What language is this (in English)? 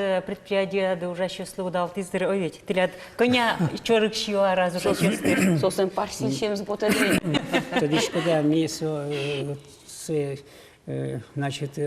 Udmurt